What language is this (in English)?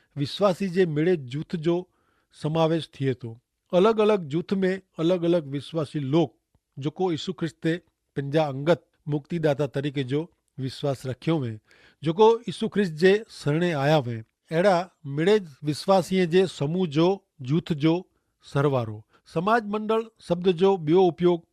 Kachhi